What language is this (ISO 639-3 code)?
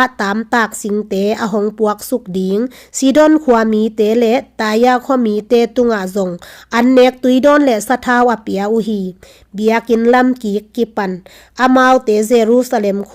ctd